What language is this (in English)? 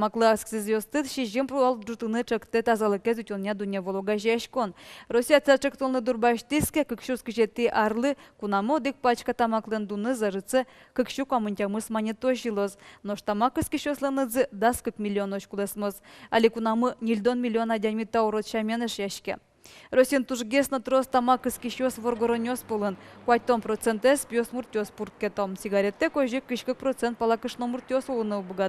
Udmurt